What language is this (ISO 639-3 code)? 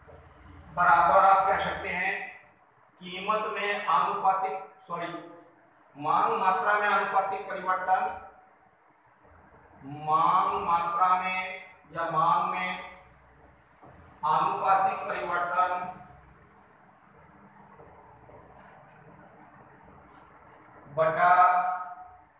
hin